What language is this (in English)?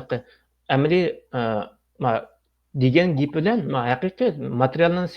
Uyghur